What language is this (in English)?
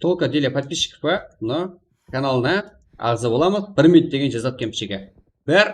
Kara-Kalpak